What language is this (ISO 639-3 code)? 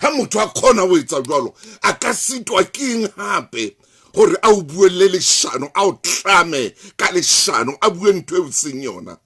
sot